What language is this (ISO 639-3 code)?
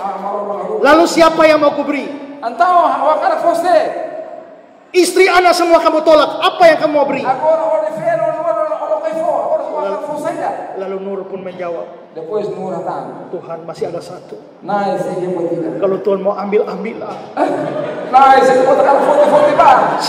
ind